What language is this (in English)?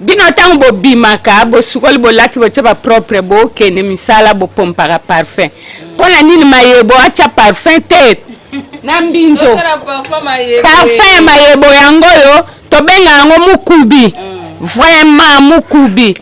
Lingala